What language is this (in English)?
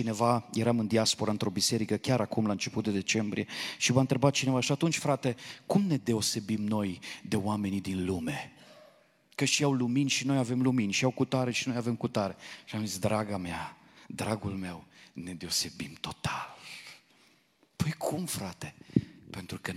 Romanian